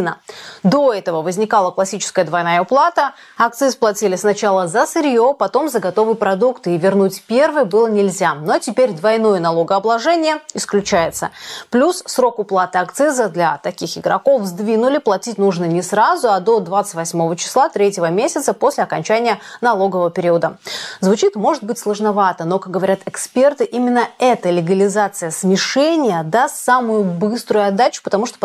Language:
Russian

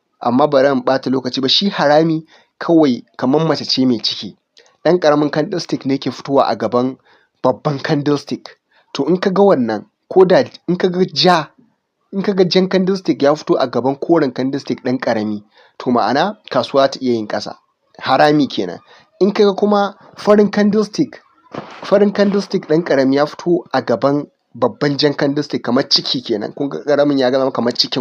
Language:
Hausa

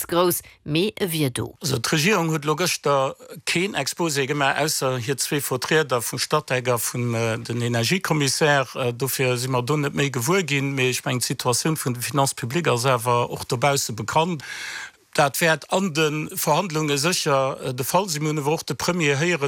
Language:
Luxembourgish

